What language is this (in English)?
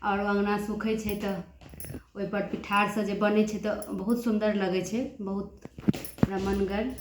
Maithili